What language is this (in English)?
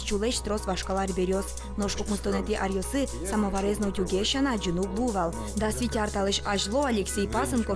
Udmurt